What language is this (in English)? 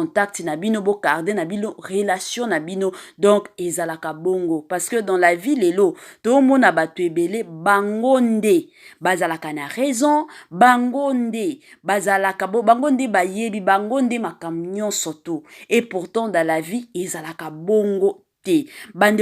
Lingala